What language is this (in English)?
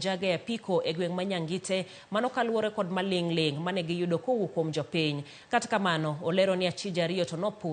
Luo (Kenya and Tanzania)